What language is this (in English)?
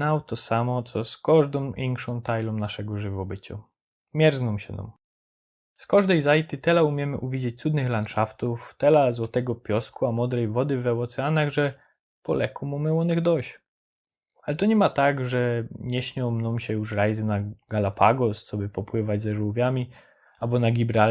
Silesian